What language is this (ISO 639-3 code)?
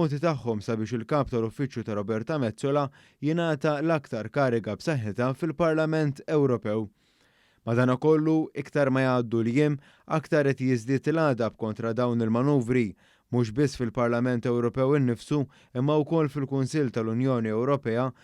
mlt